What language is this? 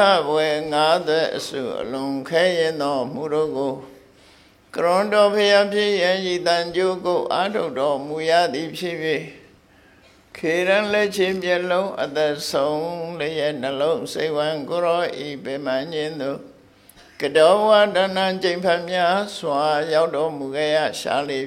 Burmese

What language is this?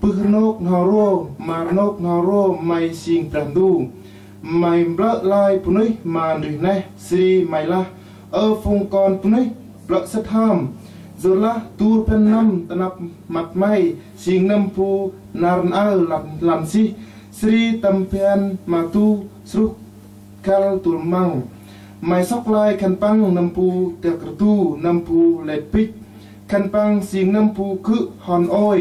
Central Mnong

